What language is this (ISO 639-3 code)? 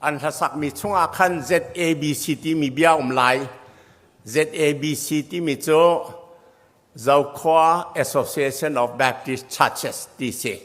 cnh